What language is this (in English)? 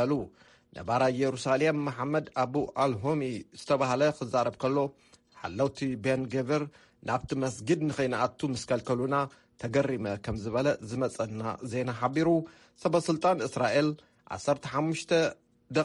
Tigrinya